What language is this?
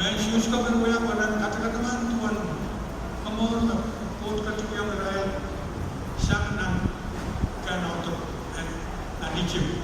Pohnpeian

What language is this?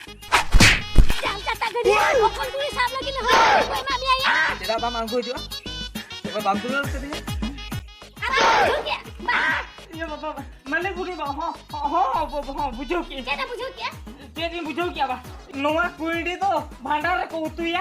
Santali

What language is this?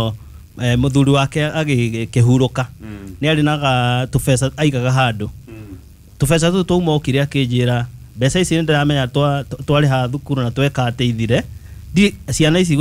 Kikuyu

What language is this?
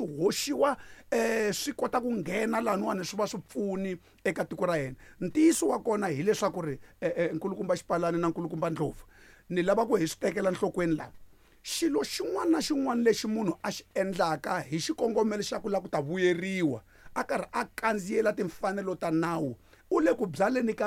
Tsonga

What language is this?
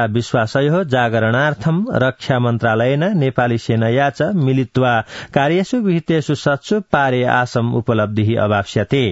Sanskrit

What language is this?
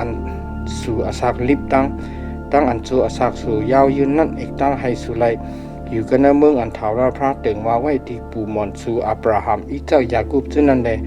Shan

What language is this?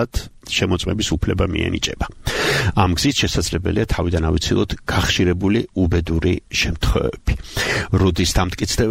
Georgian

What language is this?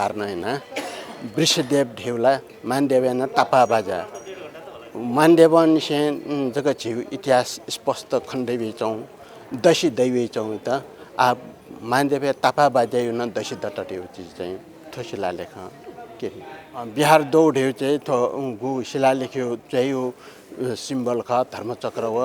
Newari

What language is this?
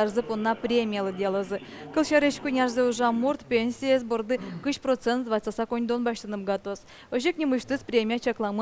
Udmurt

